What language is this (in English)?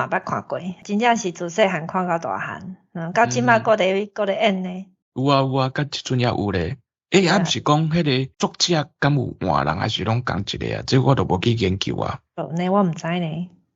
Min Nan Chinese